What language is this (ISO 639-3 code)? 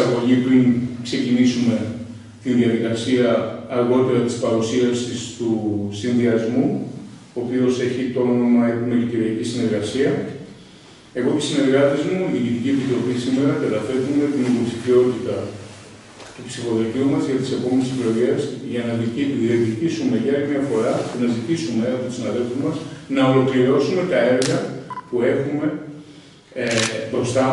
ell